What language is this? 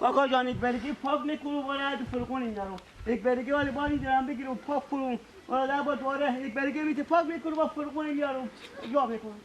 Persian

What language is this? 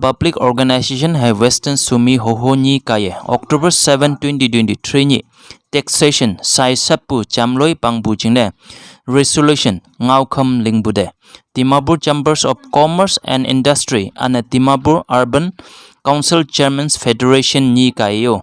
Konyak Naga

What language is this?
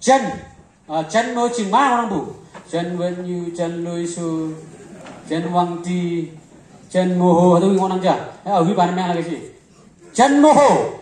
Konyak Naga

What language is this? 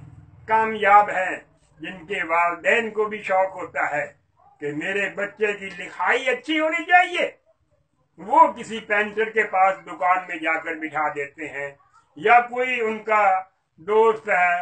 Urdu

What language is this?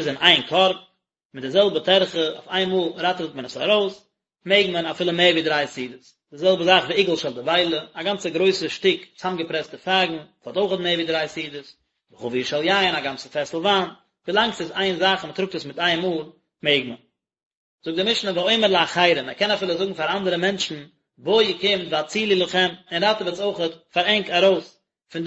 Yiddish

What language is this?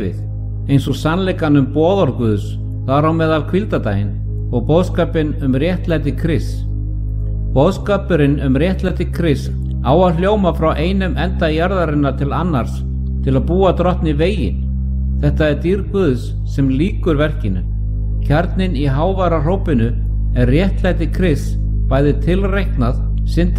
Icelandic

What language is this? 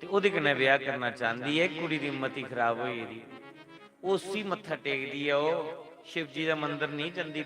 Dogri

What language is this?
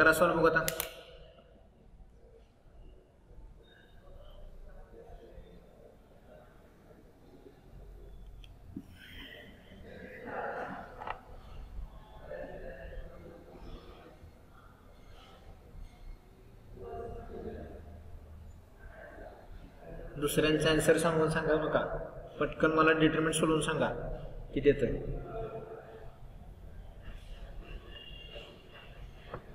Marathi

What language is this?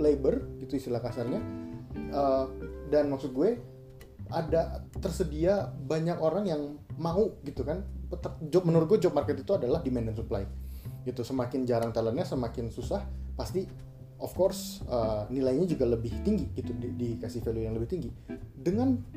Indonesian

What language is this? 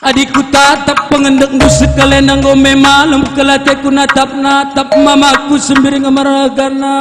Batak Karo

